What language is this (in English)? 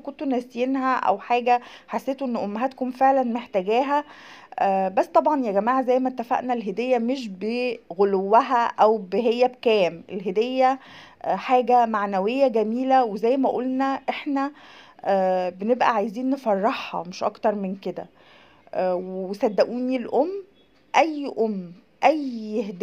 Egyptian Arabic